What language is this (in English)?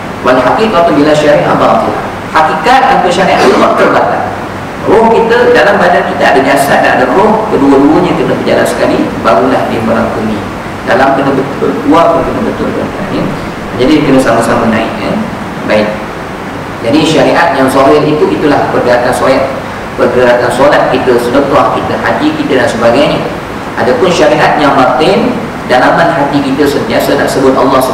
Malay